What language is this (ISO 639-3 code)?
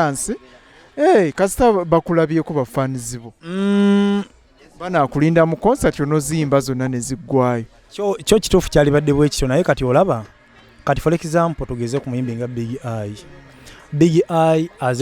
lug